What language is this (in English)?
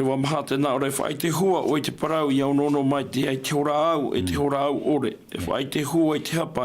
Tahitian